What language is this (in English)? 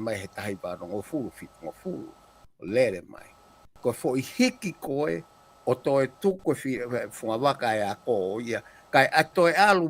Tongan